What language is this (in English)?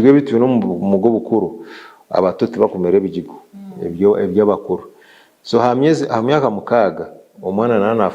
Nyankole